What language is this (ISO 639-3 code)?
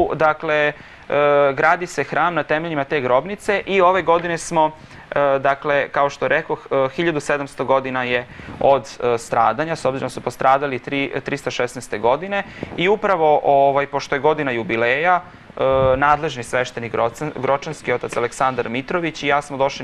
srp